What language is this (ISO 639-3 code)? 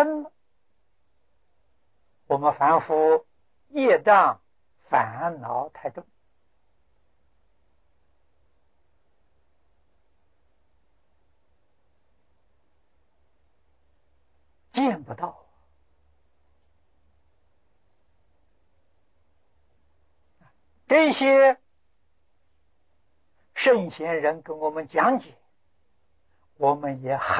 zho